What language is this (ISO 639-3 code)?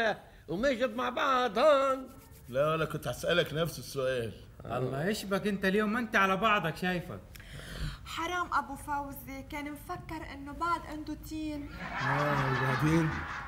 apc